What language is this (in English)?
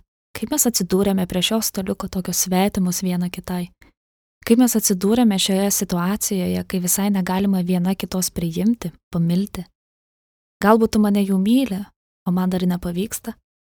Lithuanian